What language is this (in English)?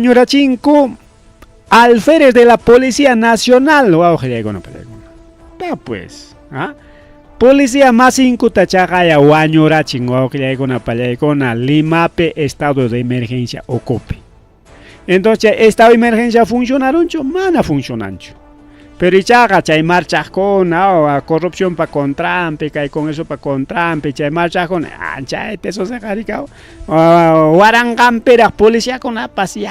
Ayacucho Quechua